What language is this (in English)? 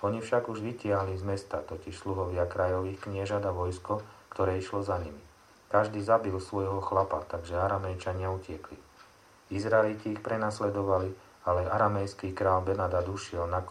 Slovak